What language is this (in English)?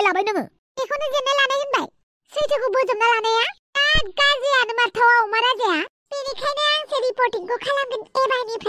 Bodo